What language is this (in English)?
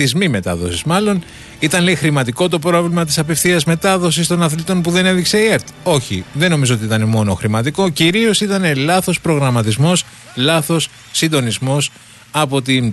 Greek